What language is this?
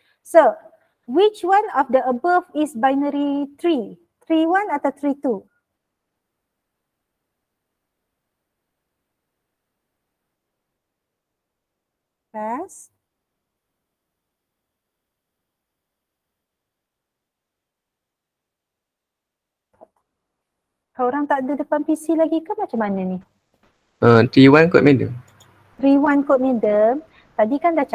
Malay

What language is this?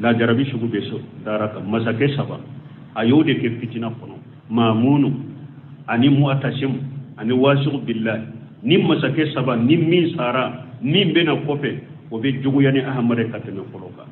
Bambara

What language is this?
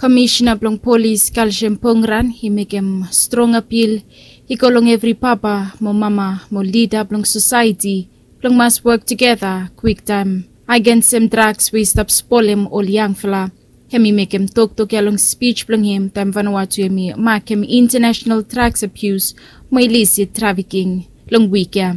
Bislama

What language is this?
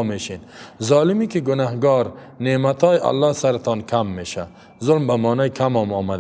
Persian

